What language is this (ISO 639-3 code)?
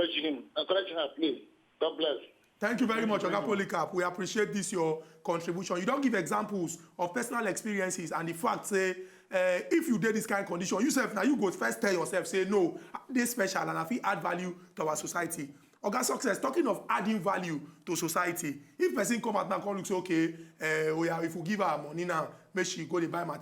pcm